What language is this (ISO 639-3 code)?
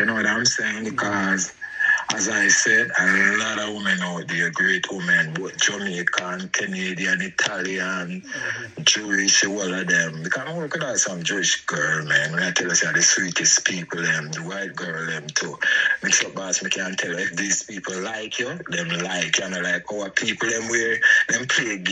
jam